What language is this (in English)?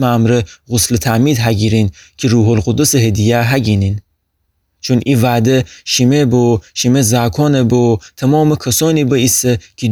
Gilaki